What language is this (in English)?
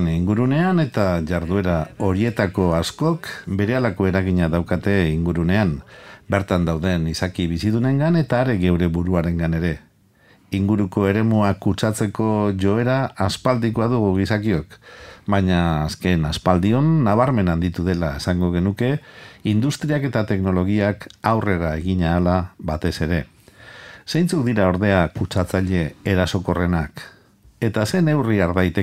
Basque